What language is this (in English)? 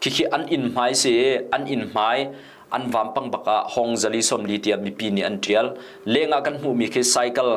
Hakha Chin